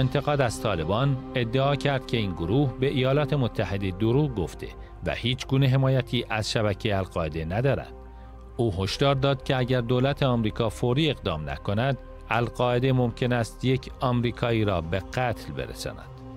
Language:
Persian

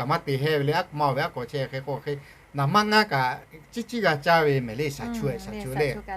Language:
Lahu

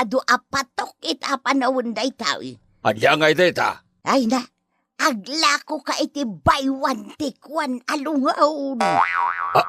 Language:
Iloko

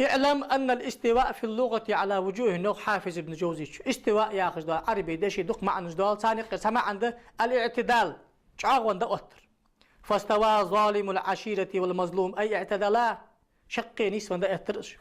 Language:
Ingush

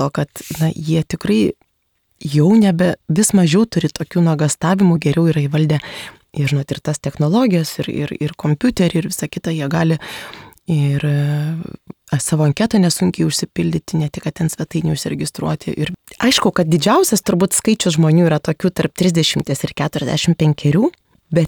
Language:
Lithuanian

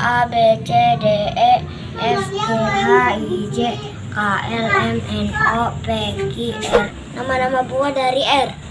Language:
Betawi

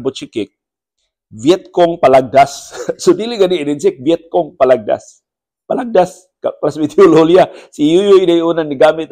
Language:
Cebuano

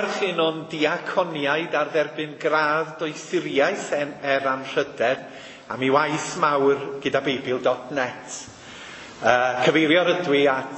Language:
Welsh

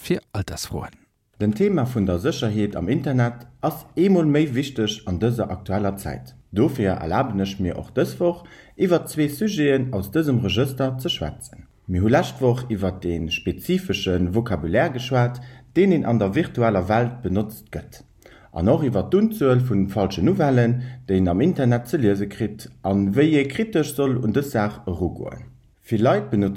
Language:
Luxembourgish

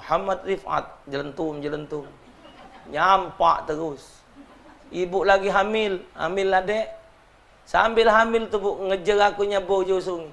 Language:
Musi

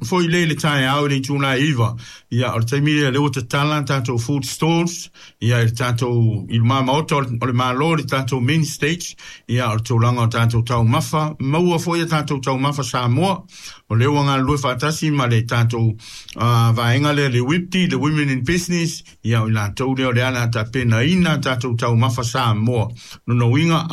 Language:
Samoan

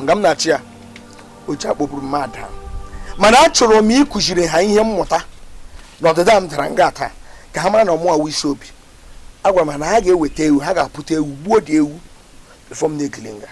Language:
Igbo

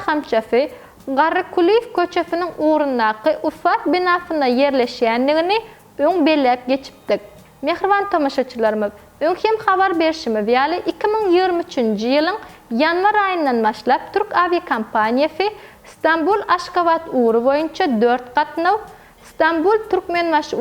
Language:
Turkmen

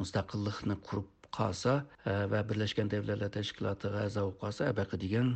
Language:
Uyghur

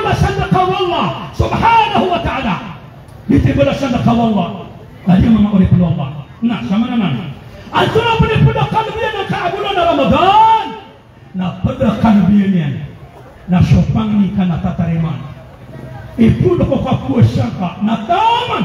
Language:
Maranao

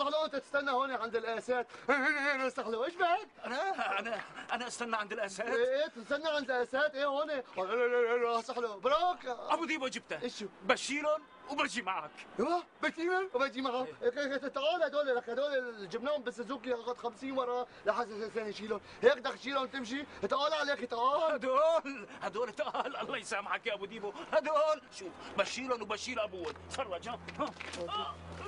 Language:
North Levantine Arabic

